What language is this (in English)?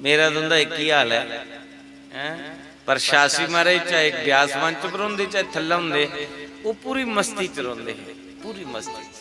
Dogri